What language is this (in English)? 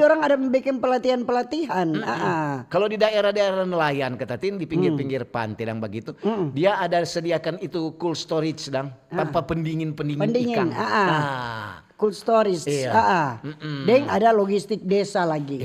Manado Malay